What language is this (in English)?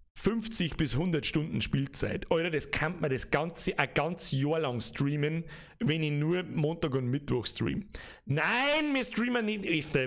Bavarian